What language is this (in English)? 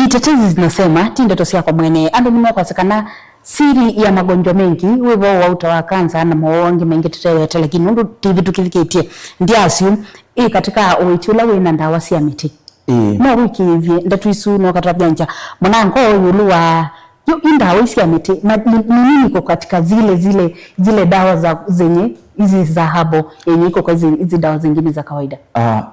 Kamba